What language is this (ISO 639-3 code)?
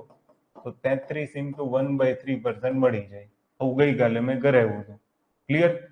guj